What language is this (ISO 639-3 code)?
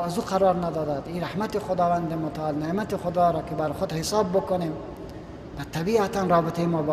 fas